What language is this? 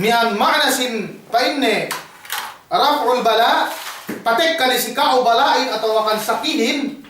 Yakan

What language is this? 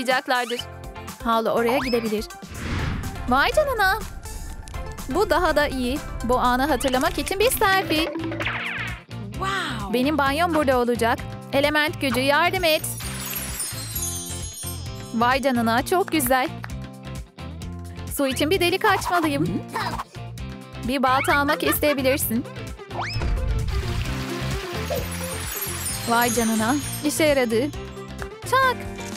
Turkish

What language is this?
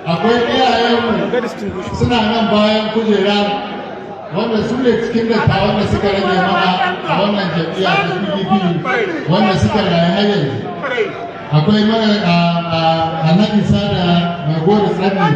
Hausa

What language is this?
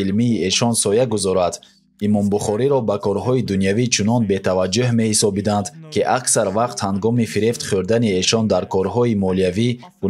Tajik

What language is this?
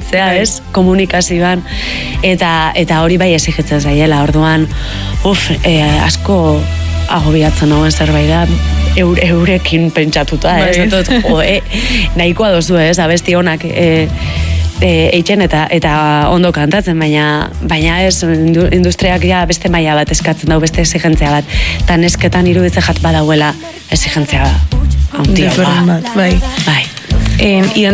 Basque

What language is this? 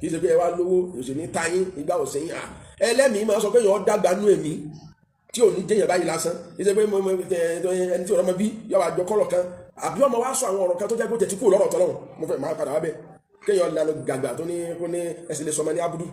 Yoruba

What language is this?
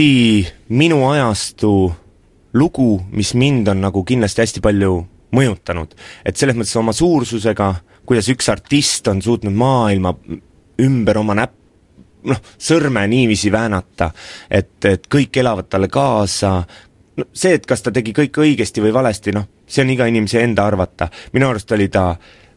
Estonian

